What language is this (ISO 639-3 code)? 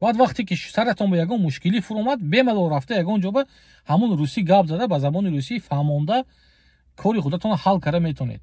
tgk